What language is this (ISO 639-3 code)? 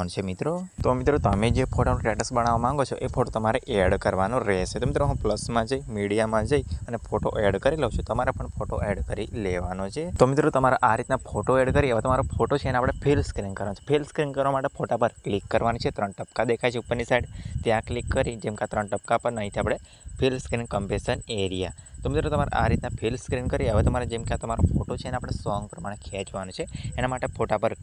guj